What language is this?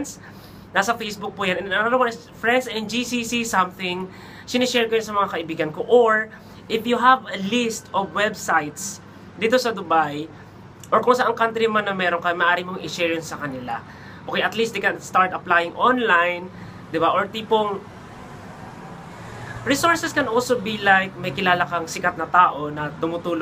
Filipino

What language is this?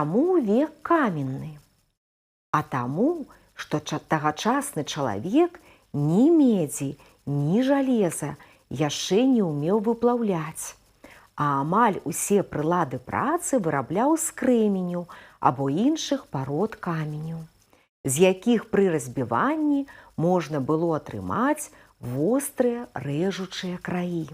Belarusian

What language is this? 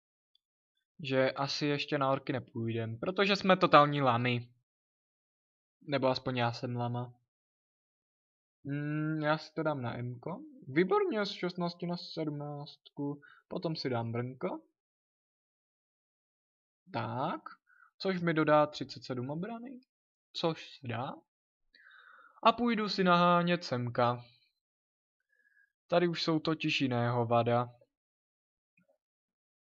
Czech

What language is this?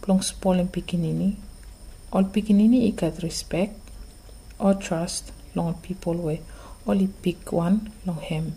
Bislama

